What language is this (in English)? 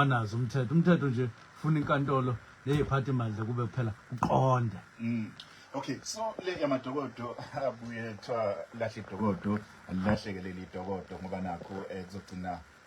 Zulu